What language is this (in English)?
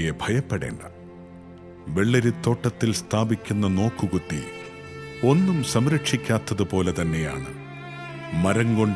Malayalam